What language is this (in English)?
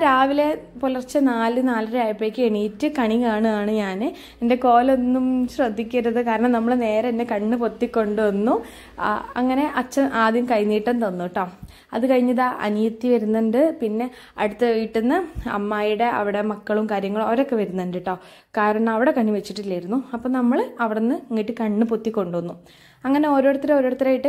Malayalam